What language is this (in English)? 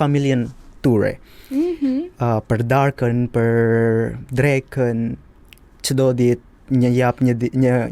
Albanian